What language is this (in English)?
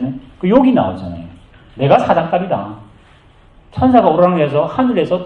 Korean